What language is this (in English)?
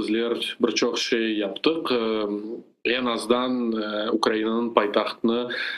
Crimean Tatar